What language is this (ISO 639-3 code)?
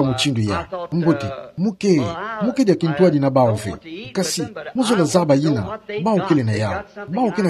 ktu